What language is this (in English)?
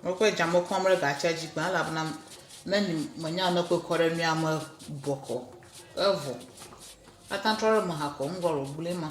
Ewe